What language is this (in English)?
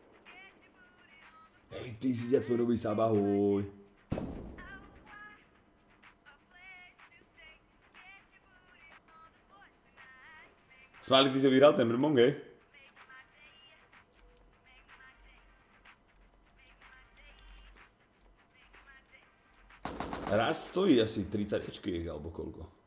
Slovak